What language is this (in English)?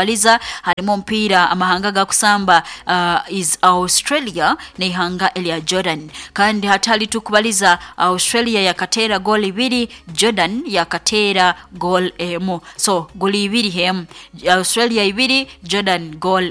Nyoro